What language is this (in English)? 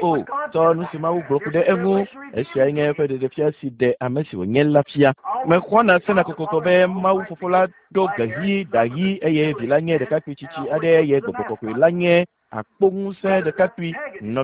Ewe